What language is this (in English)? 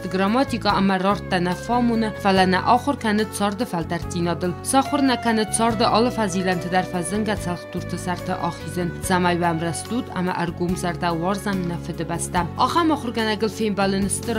Ossetic